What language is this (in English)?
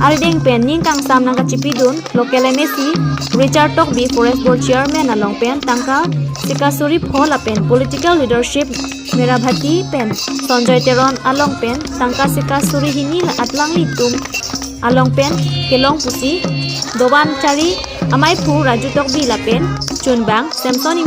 Karbi